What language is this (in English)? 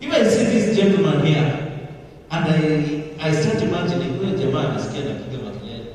Meru